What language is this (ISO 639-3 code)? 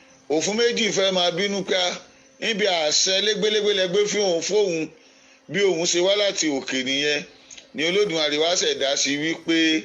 yor